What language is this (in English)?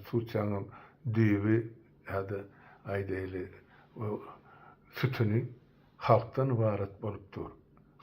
Turkmen